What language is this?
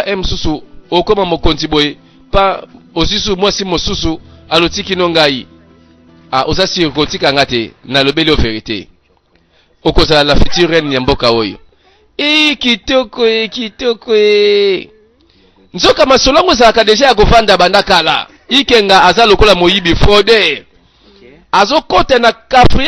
Lingala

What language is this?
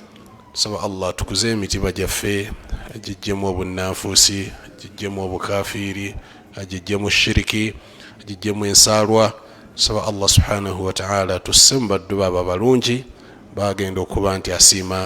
Ganda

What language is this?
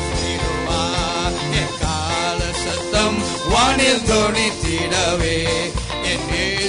Tamil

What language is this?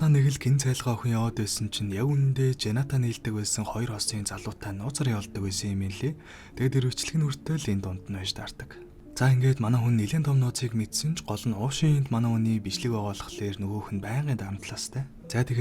Mongolian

